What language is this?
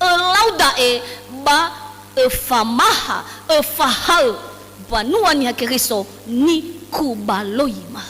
Nias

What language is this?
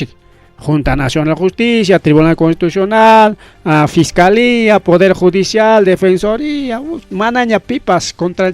Ayacucho Quechua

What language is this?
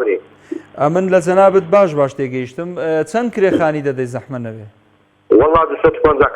Central Kurdish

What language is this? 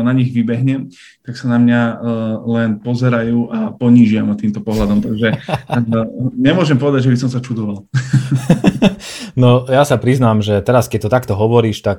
Slovak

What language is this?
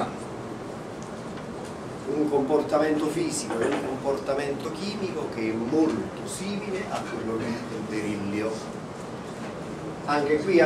Italian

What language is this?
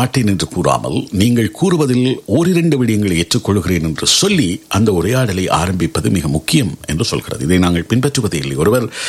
Tamil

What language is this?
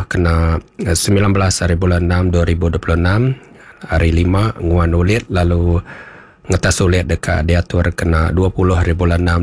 Iban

